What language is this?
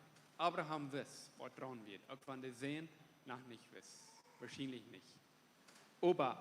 Plautdietsch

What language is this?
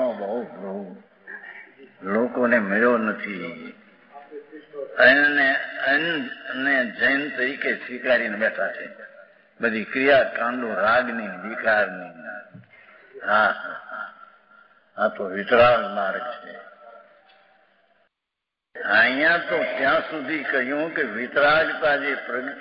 Gujarati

